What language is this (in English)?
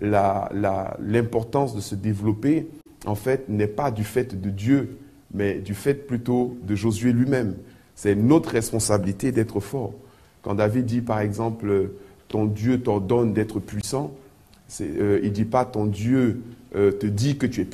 French